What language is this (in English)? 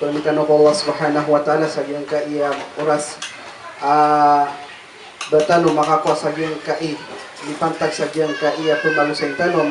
Maranao